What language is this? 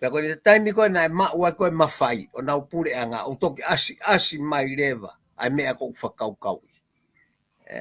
Tongan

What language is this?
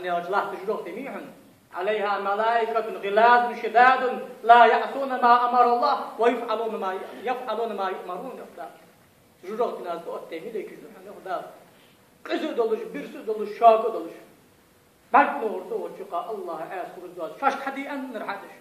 Ingush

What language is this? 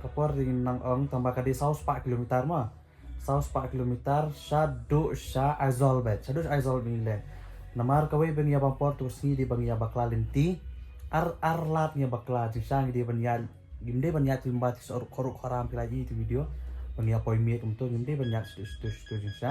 Khasi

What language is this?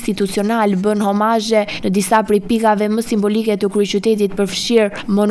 Albanian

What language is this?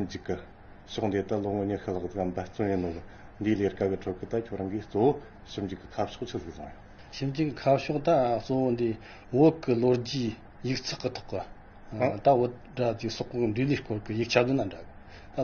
Tibetan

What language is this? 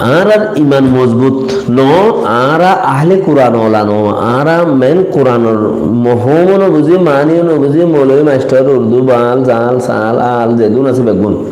Rohingya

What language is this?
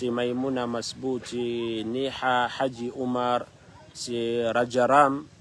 Maranao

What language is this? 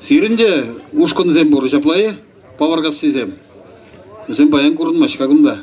Chuvash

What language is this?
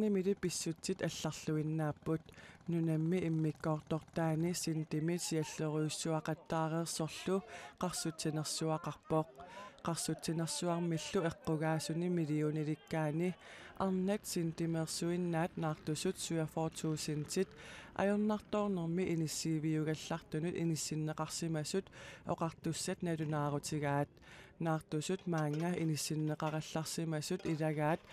Kalaallisut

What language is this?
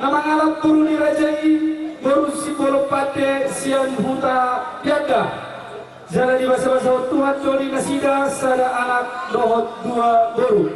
Batak Toba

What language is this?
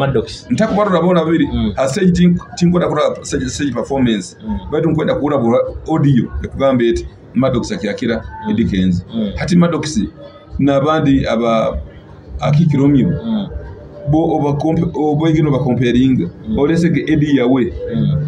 Nyoro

